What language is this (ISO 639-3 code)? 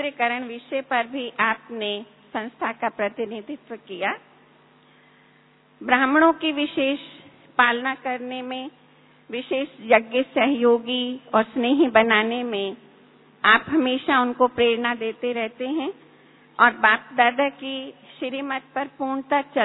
hin